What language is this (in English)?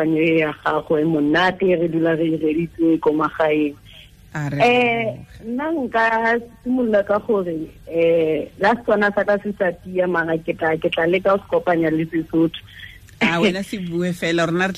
Tswana